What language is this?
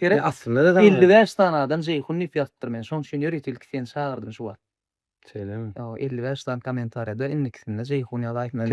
Turkmen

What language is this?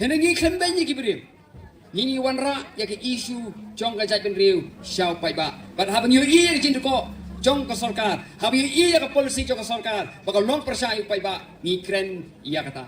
Khasi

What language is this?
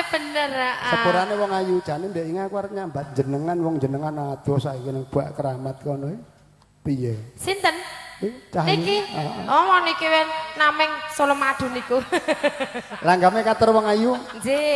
Javanese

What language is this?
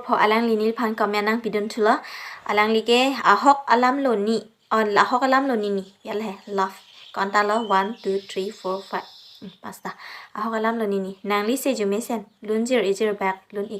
Karbi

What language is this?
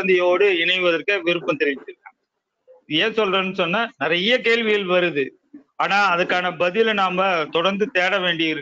Tamil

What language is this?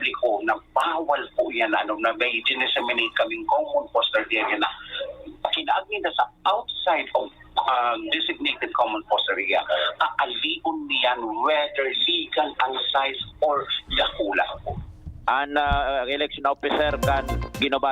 Bikol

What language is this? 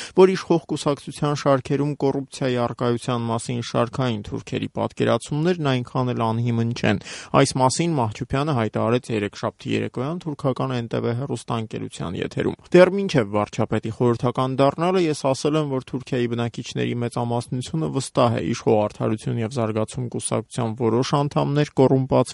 Armenian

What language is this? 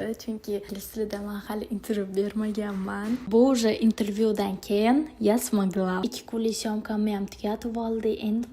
Uzbek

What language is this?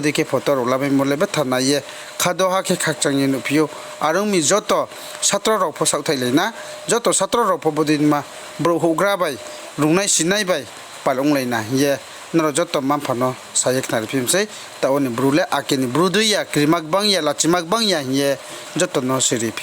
Riang (India)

